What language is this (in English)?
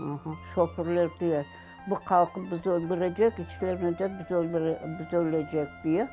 Crimean Tatar